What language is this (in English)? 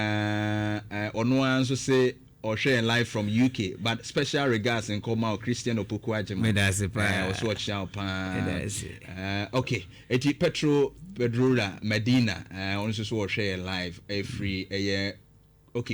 Akan